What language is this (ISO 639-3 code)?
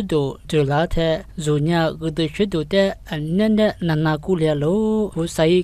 lis